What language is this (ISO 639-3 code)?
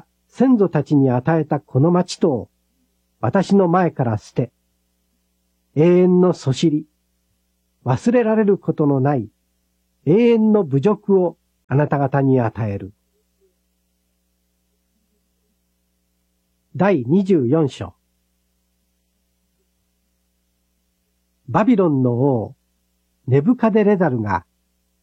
jpn